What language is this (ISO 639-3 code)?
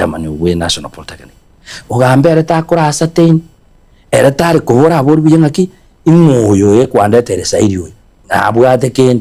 guz